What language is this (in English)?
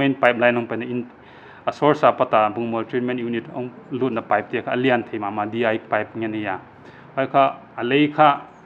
Paite Chin